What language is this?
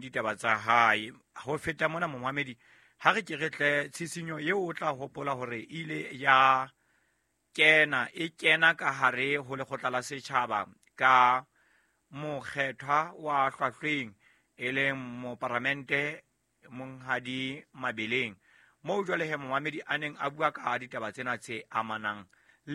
Southern Sotho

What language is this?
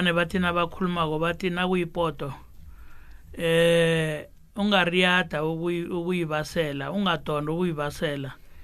South Ndebele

